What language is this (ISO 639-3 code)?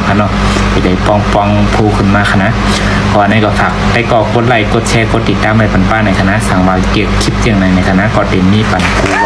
shn